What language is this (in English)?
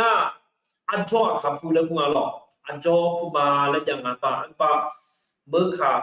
Akha